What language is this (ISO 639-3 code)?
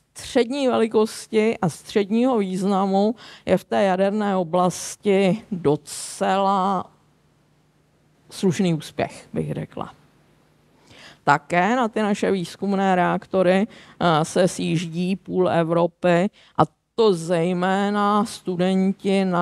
ces